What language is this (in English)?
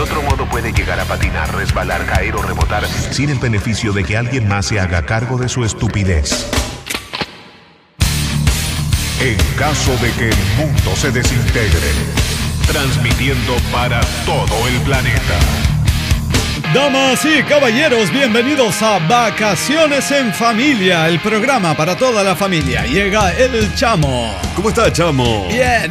Spanish